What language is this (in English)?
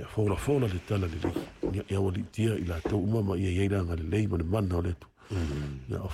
Samoan